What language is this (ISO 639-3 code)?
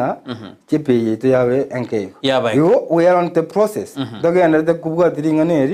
guz